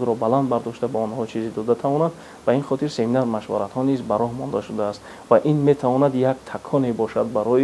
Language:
Tajik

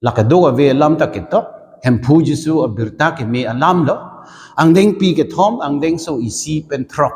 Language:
Karbi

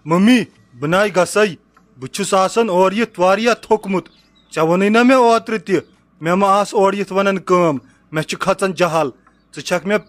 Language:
Kashmiri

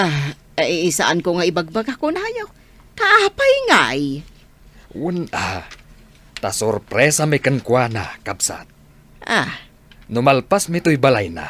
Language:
Iloko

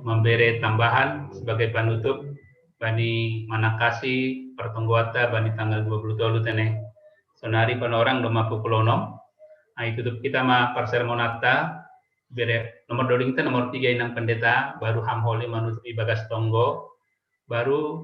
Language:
Batak Simalungun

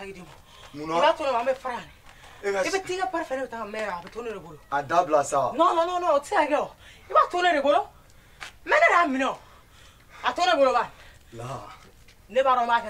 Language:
Bambara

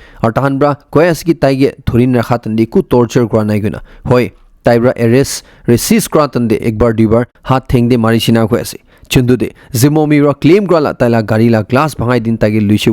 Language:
Naga Pidgin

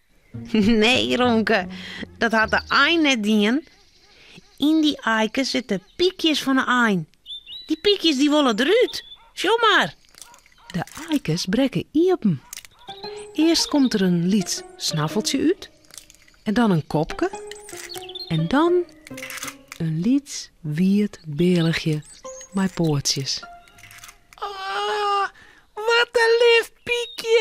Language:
Western Frisian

